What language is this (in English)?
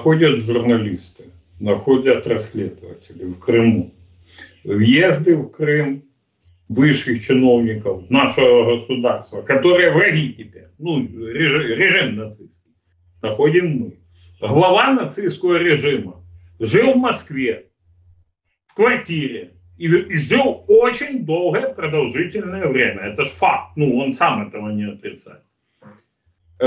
Russian